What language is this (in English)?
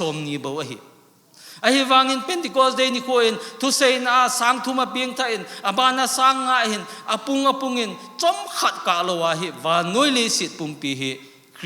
Thado Chin